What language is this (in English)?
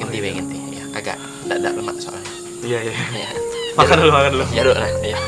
Musi